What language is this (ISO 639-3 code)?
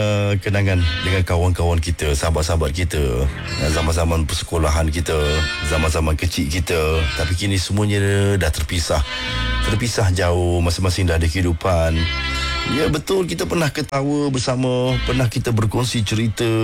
msa